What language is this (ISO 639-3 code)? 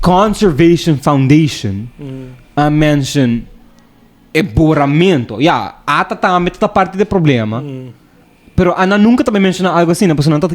pap